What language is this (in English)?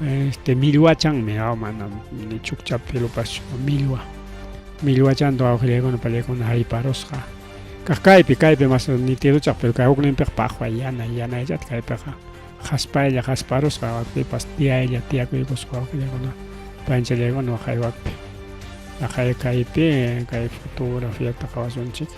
Ayacucho Quechua